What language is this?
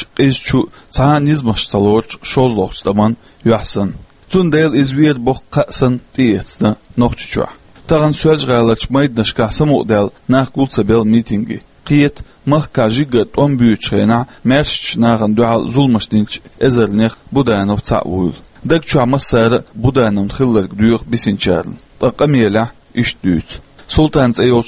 Chechen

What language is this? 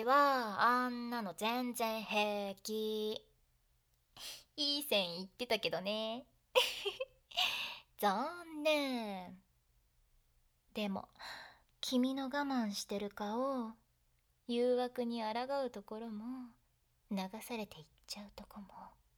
Japanese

